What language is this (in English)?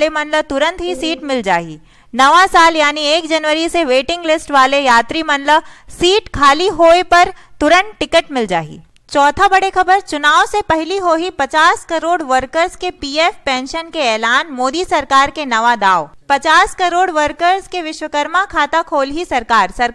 Chhattisgarhi